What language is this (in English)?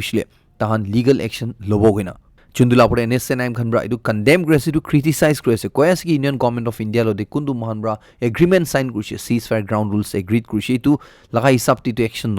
Naga Pidgin